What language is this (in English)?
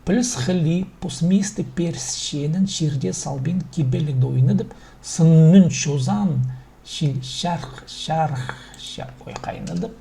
Khakas